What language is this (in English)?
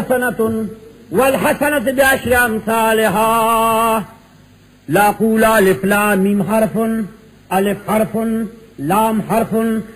Urdu